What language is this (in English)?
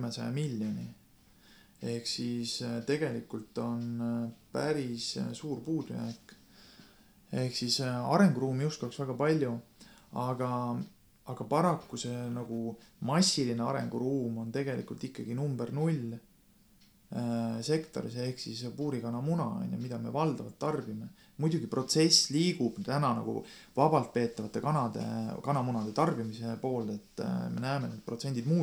Estonian